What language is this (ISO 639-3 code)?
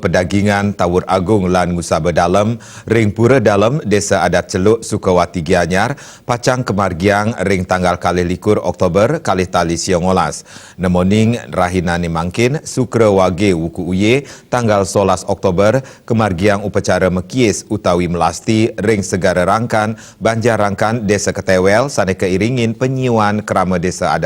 ban